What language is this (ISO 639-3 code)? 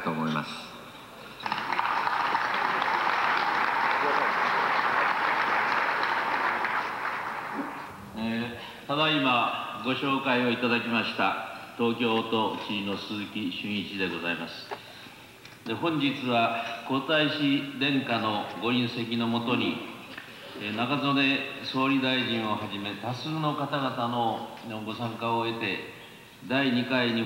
jpn